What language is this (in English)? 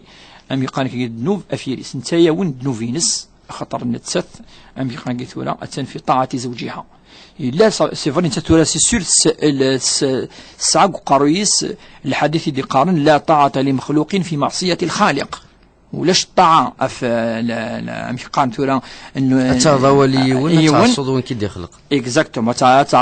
Kabyle